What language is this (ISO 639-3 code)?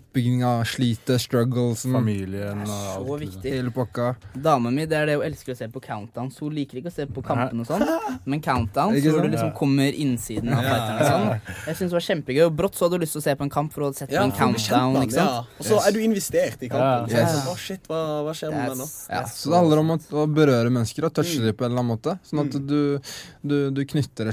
nor